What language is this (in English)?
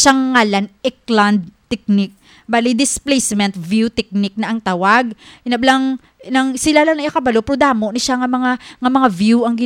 Hiligaynon